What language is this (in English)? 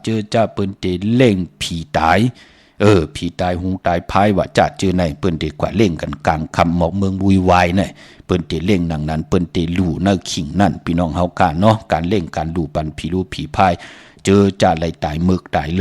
Shan